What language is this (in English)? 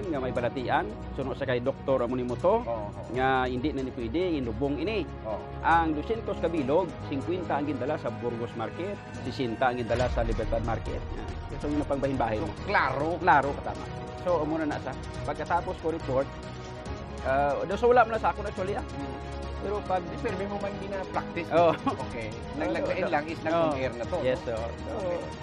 Hiligaynon